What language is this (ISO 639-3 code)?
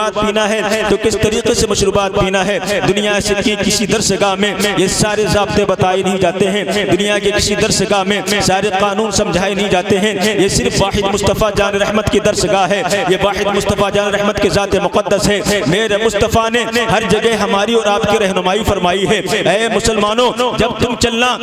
urd